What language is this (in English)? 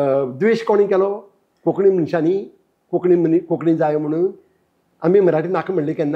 Konkani